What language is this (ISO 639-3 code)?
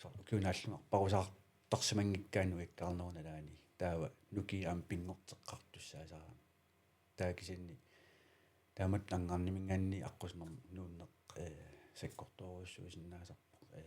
kal